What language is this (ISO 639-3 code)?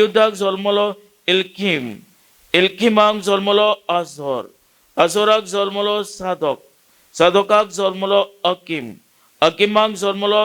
kok